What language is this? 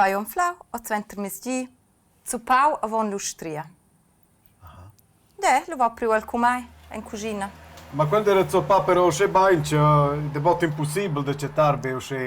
Romansh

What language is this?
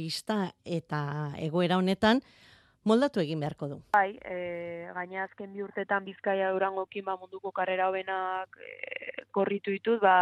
Basque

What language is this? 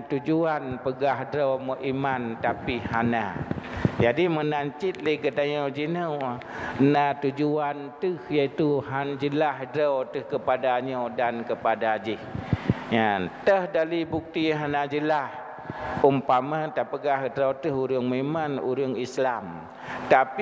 Achinese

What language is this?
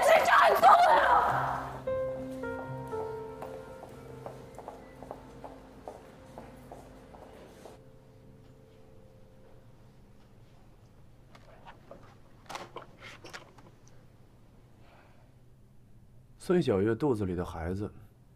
Chinese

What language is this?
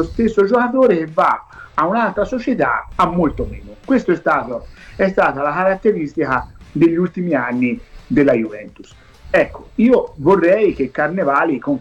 Italian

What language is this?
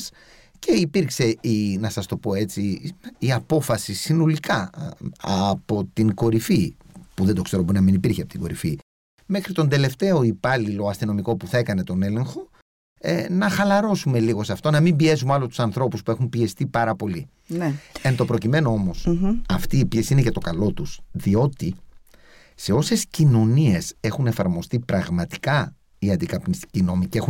Greek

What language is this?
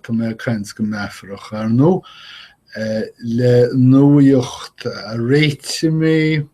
Irish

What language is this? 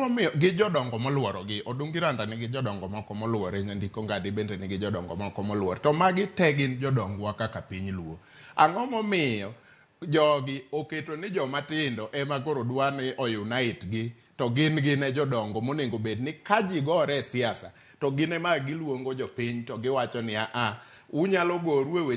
Luo (Kenya and Tanzania)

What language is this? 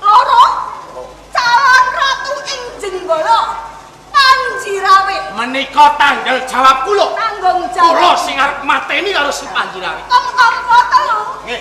Javanese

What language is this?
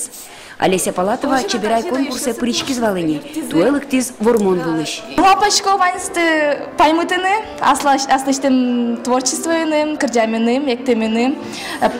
Udmurt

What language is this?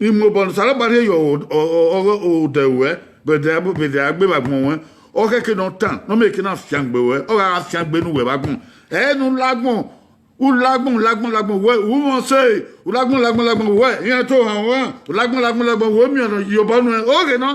Bini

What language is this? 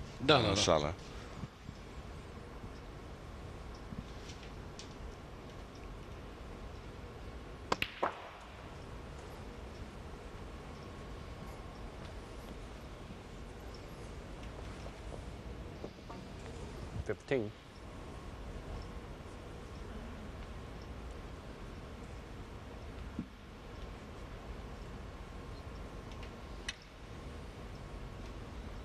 Romanian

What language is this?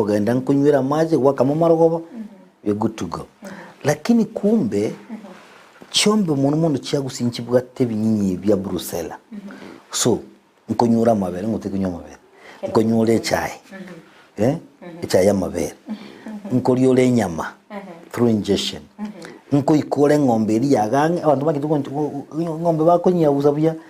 Gusii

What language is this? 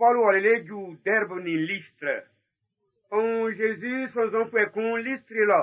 Baoulé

